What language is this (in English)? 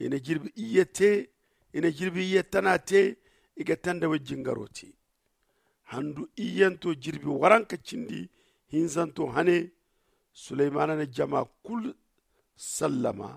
Zarma